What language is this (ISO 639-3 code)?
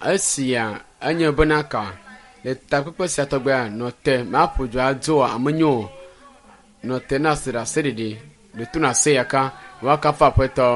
ewe